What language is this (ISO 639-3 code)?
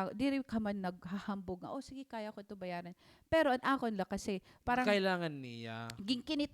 war